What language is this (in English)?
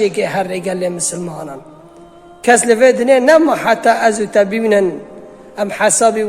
Kurdish